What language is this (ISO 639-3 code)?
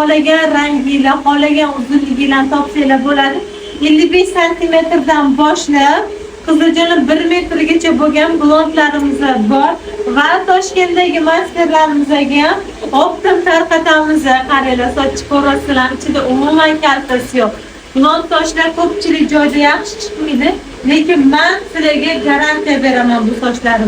uzb